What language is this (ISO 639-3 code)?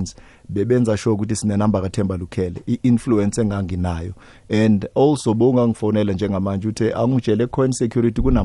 nbl